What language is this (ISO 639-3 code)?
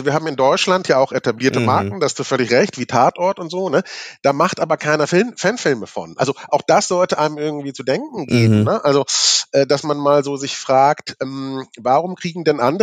deu